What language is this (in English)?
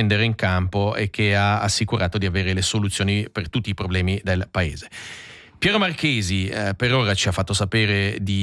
Italian